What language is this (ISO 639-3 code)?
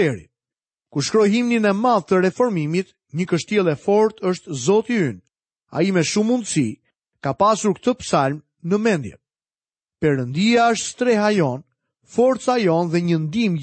sqi